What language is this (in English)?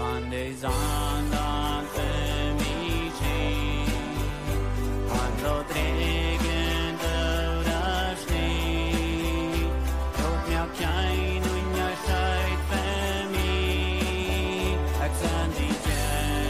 Plautdietsch